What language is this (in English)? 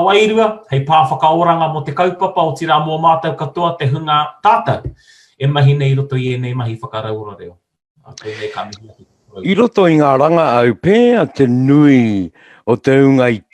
Māori